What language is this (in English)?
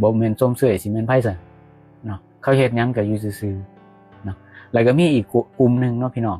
Lao